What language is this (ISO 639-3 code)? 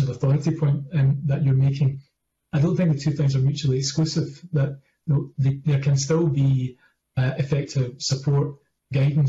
eng